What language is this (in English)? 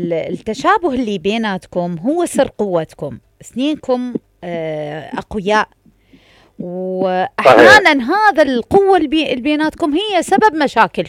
Mesopotamian Arabic